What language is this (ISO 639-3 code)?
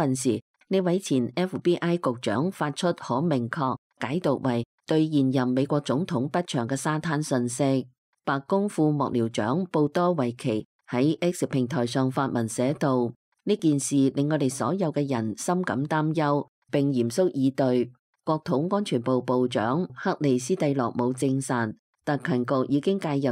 yue